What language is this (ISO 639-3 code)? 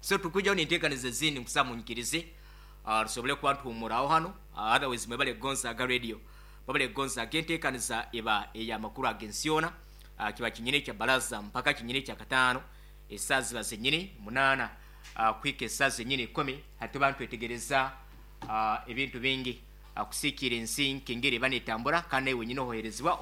nyn